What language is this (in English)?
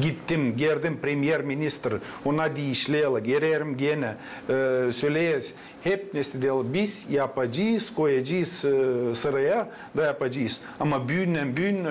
Gagauz